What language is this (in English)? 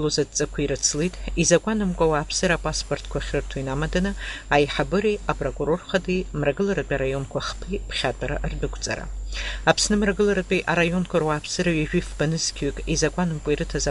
Abkhazian